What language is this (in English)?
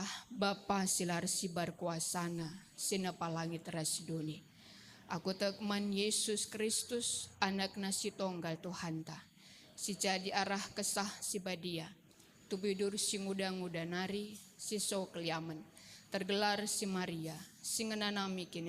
Batak Karo